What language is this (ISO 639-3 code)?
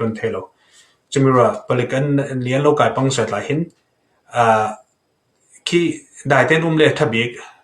cfm